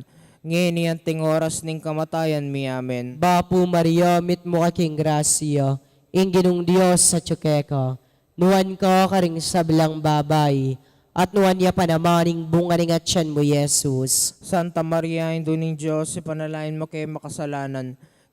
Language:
Pampanga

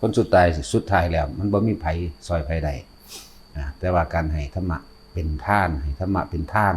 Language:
Northeastern Thai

